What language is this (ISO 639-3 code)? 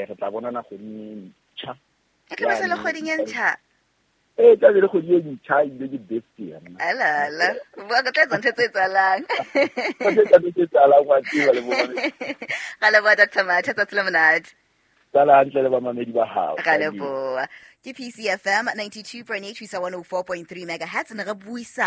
sot